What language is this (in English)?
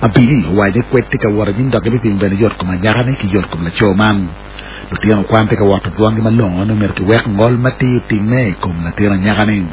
Acoli